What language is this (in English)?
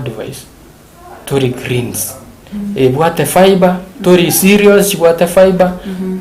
Gusii